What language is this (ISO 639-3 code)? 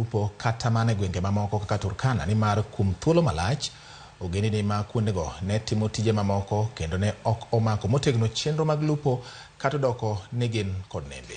luo